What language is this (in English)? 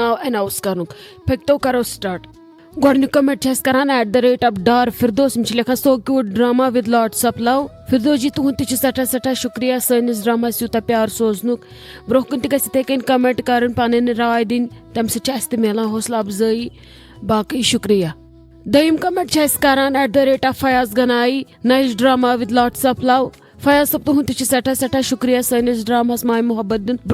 Kashmiri